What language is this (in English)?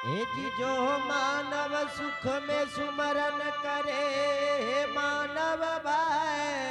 Angika